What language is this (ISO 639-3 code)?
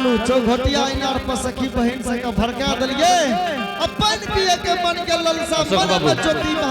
anp